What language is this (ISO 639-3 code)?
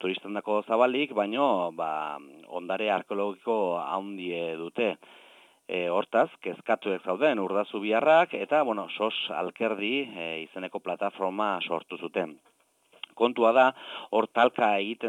eus